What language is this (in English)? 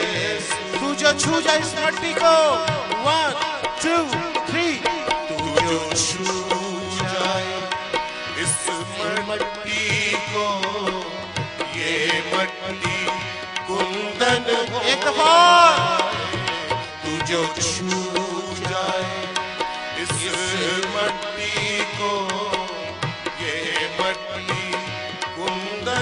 Hindi